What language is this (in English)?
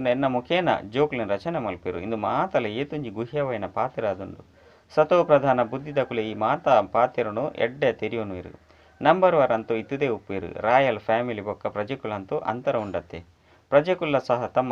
Tulu